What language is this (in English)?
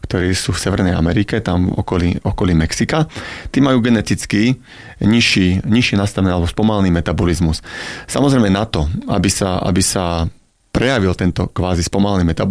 Slovak